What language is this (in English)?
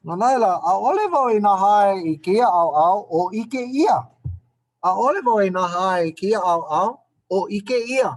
Hawaiian